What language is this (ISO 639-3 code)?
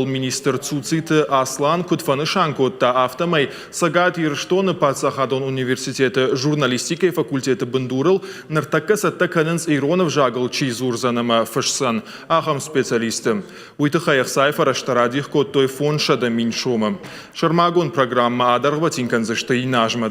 oss